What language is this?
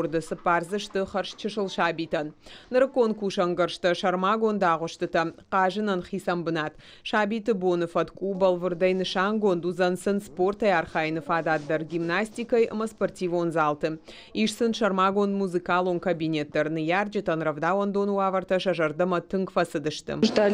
Ossetic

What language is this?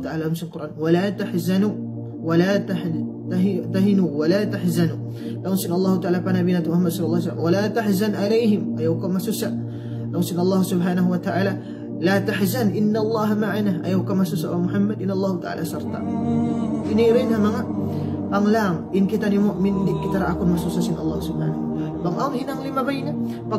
Tausug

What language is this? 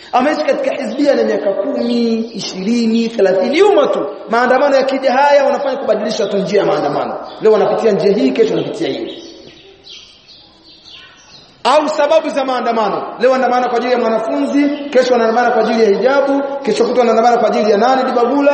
Swahili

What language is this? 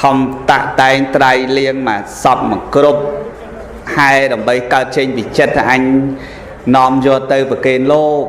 Khmer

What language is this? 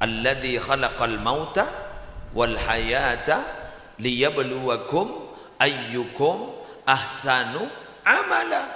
Madurese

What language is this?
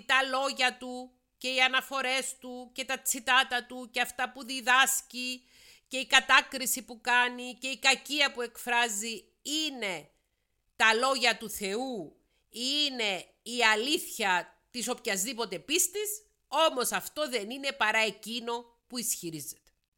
Greek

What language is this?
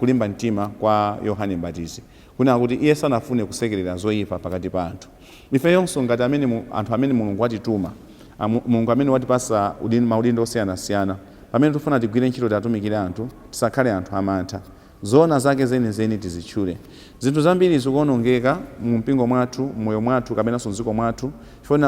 Nyanja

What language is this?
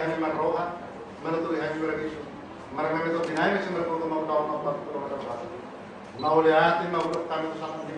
Batak Toba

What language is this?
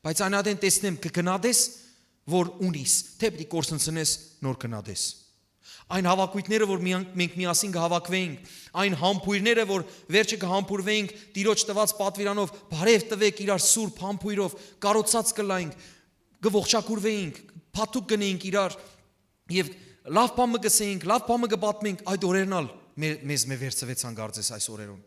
Western Armenian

